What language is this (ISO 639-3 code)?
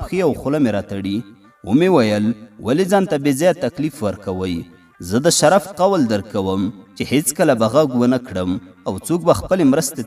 pus